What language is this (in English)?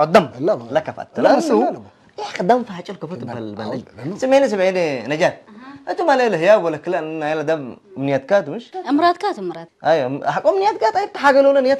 Tigrinya